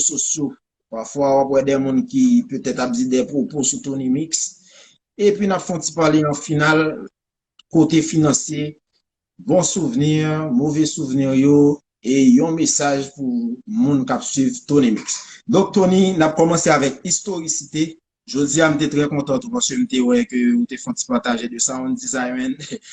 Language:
Haitian Creole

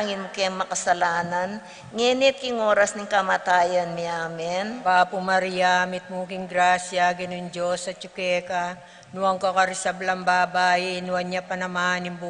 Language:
Pampanga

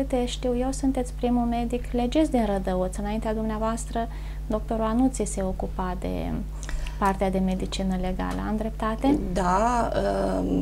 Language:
Romanian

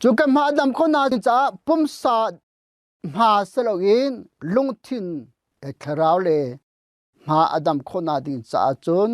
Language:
Hakha Chin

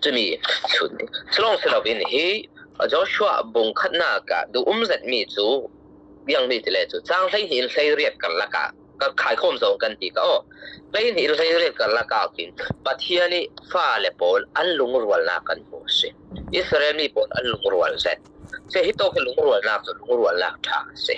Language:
Falam Chin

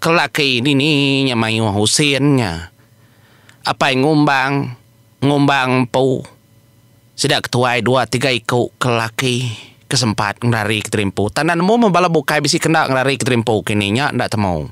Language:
Iban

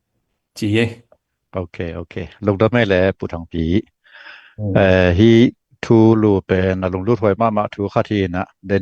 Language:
Tedim Chin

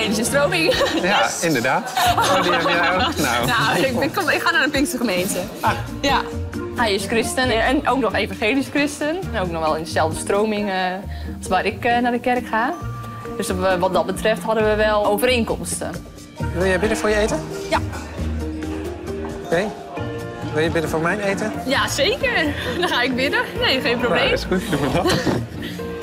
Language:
Dutch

